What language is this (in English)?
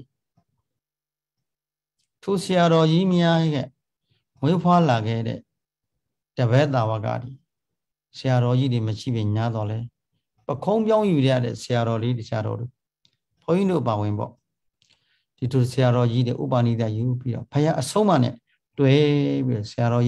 Burmese